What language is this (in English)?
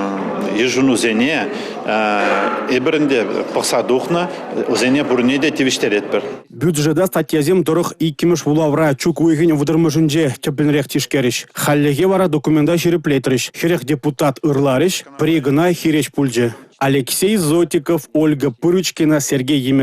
Chuvash